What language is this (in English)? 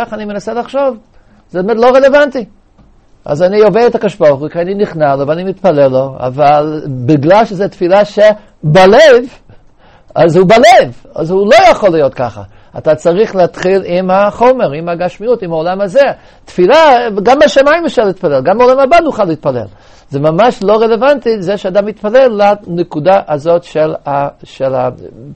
Hebrew